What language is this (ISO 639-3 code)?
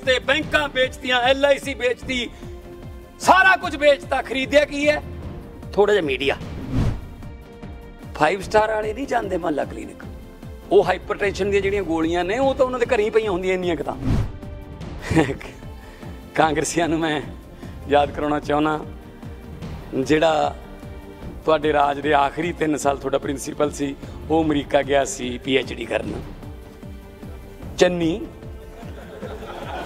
pan